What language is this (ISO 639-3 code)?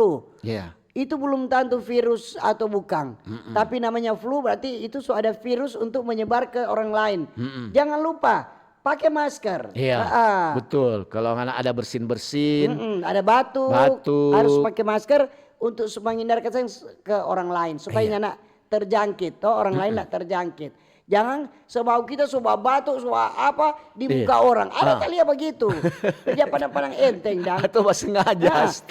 xmm